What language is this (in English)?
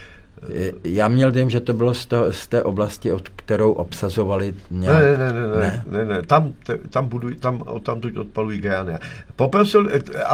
Czech